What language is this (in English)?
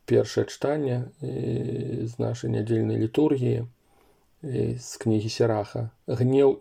Belarusian